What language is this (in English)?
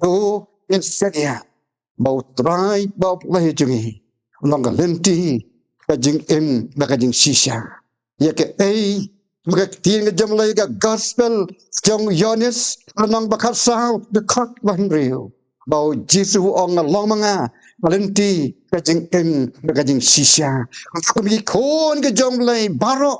Khasi